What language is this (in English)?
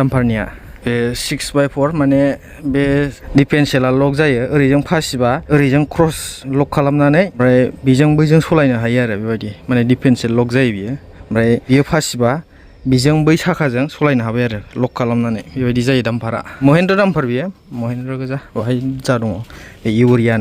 Bodo